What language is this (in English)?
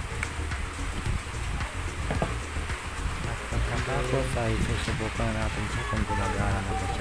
Filipino